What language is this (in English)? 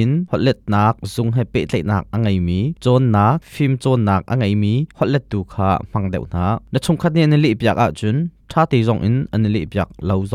Hakha Chin